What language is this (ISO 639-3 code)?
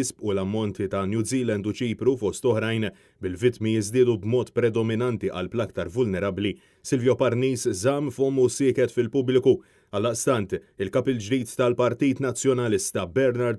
mlt